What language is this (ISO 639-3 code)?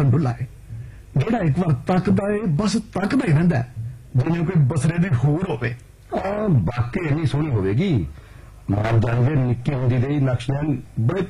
pan